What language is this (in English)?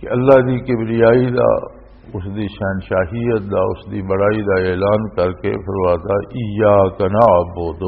Western Panjabi